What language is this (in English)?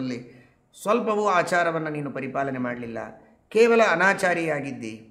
Kannada